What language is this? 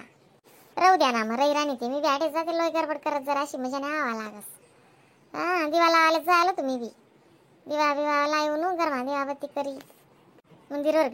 Khandesi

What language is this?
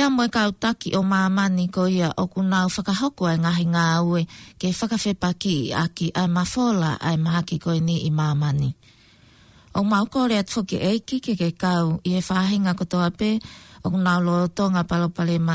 Tongan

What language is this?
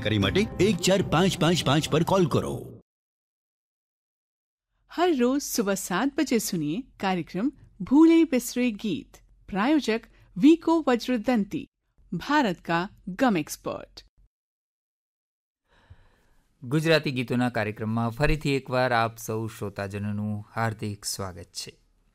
Gujarati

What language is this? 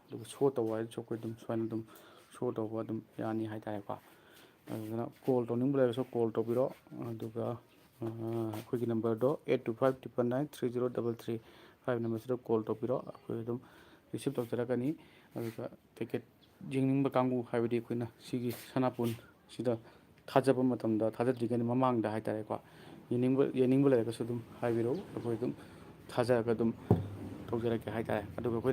Manipuri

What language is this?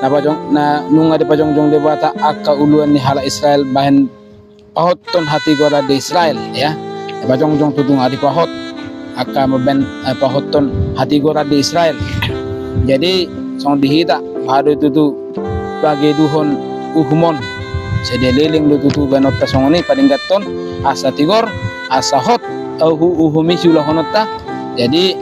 Batak Toba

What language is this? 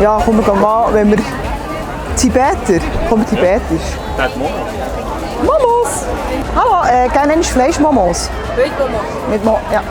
Swiss German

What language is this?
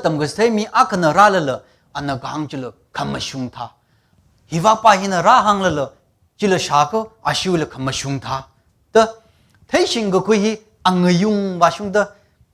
Tangkhul Naga (India)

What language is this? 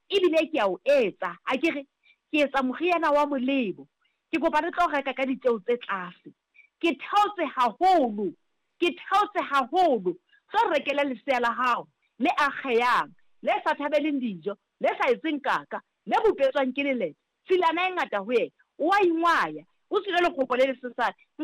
Southern Sotho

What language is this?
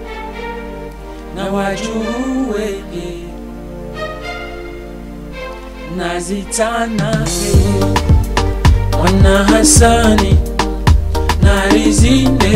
Swahili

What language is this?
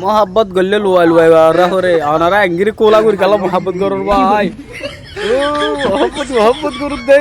Rohingya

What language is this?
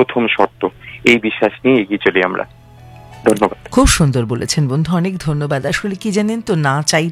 Bangla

